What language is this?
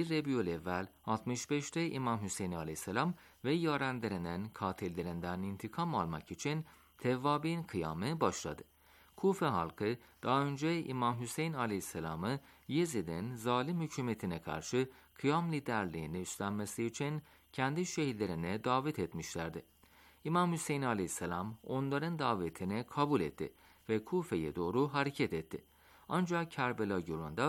Turkish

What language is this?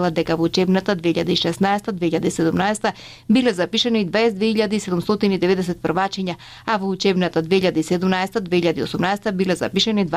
Macedonian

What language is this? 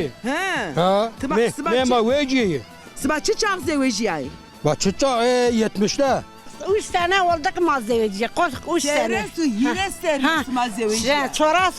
Zaza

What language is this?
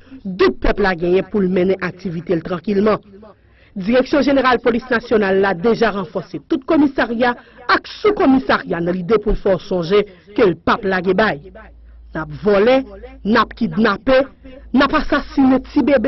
Haitian Creole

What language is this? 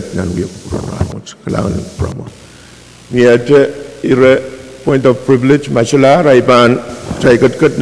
Pohnpeian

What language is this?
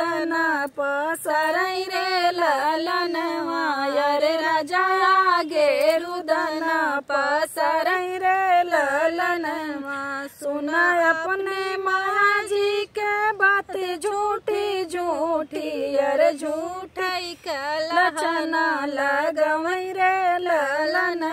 Bhojpuri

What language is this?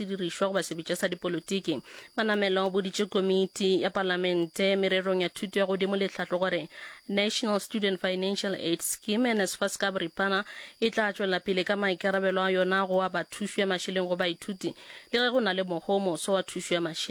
Northern Sotho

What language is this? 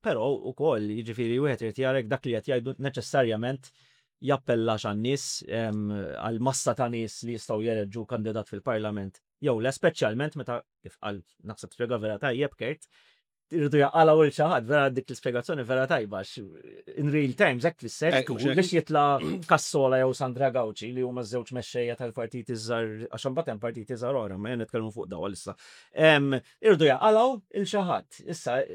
Maltese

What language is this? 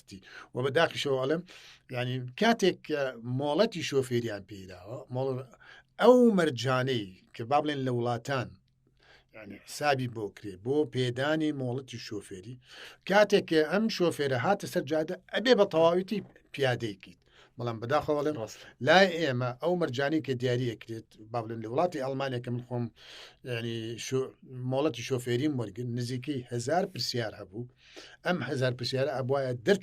Central Kurdish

